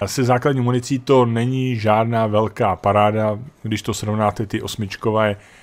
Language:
Czech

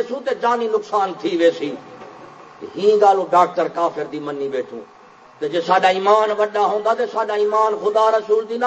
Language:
Saraiki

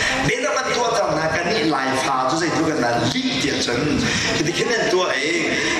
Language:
Hakha Chin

